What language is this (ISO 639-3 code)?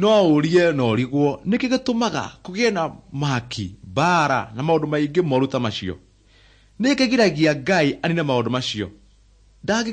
kik